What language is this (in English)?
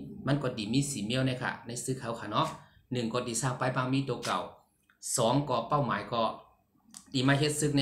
Shan